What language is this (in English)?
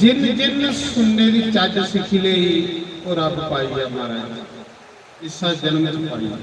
Dogri